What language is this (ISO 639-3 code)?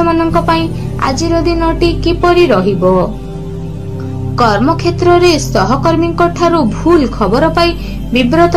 ori